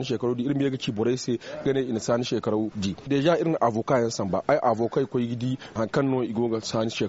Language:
Zarma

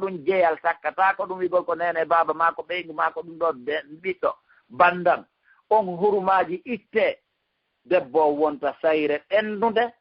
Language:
Fula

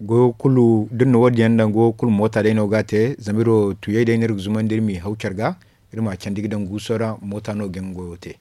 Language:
Zarma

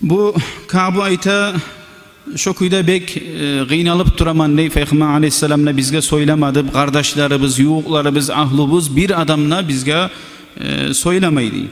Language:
Kumyk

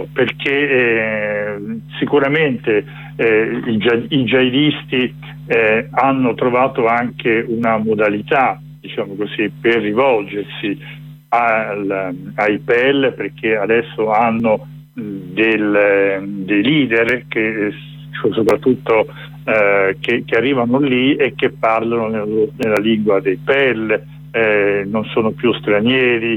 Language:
Italian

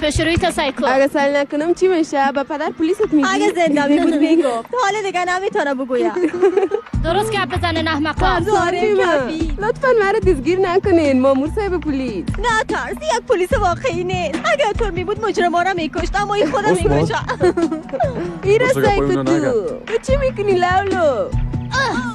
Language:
Persian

